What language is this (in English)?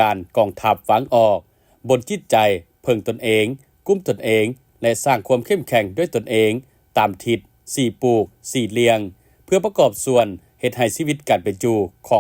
Lao